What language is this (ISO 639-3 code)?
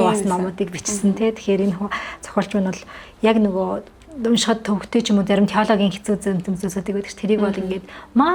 mon